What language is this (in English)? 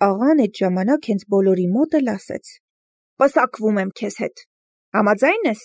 Armenian